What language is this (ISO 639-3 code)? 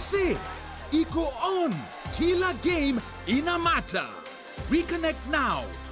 mer